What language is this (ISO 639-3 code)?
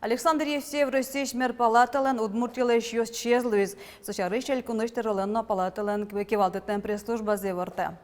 udm